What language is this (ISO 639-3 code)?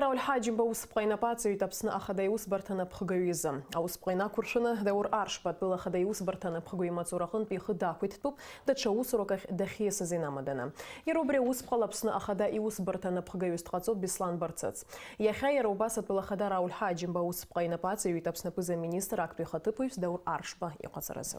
abk